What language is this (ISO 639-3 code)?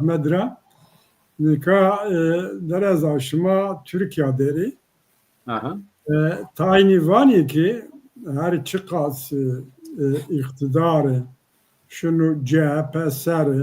zza